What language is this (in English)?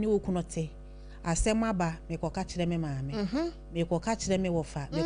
Akan